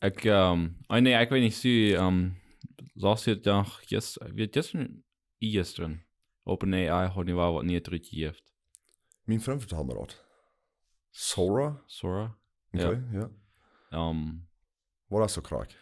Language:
Plautdietsch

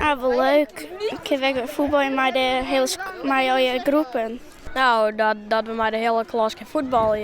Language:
Western Frisian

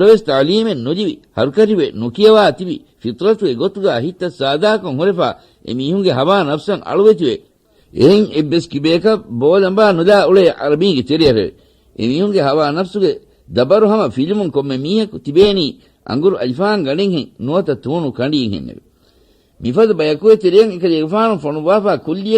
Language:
Divehi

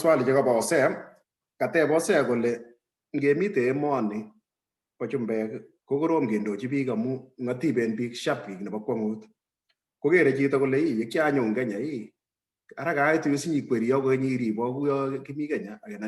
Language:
Kalenjin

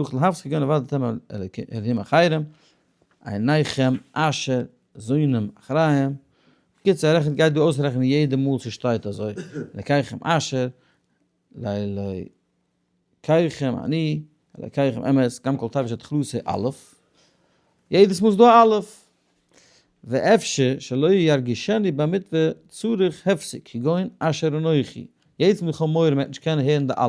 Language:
Yiddish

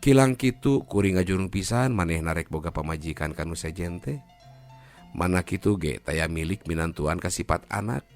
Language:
Sundanese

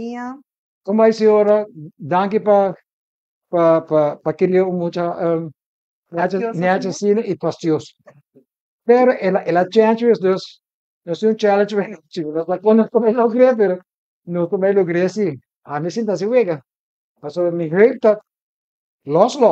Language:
Papiamento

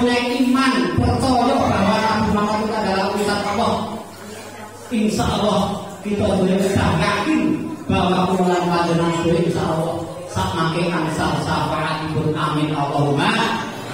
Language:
Javanese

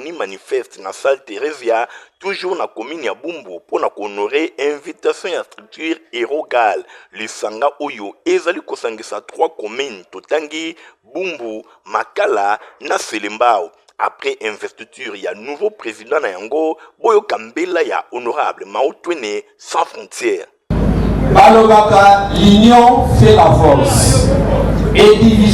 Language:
Lingala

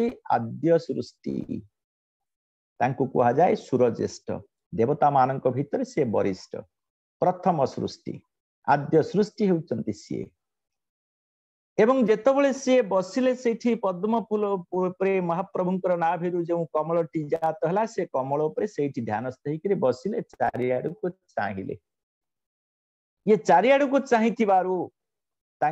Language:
Odia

